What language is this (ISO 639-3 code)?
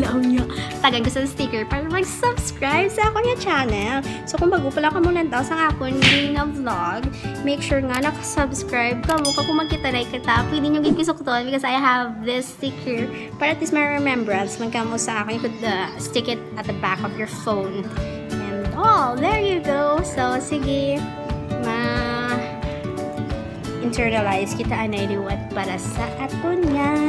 hil